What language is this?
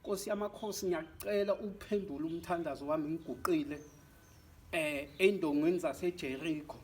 Zulu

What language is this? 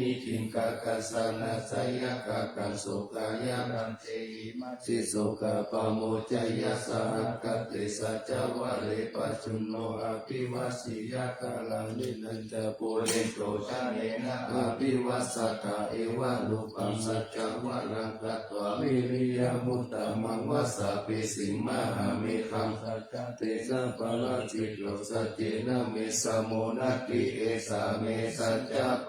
Pali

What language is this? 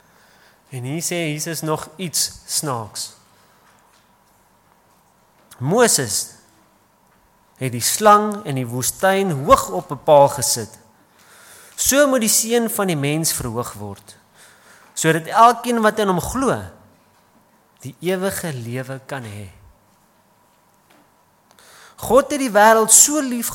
Afrikaans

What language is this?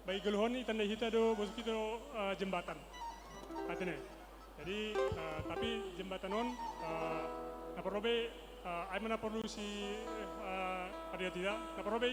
Batak Simalungun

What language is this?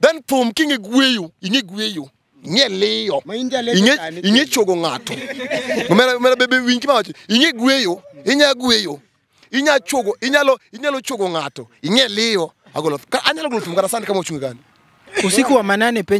Luo (Kenya and Tanzania)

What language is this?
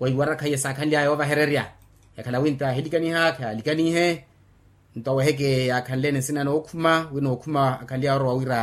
Makhuwa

